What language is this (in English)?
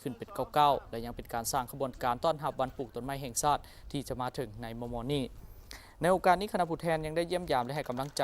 Lao